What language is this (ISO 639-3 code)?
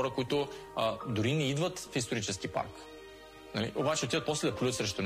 bul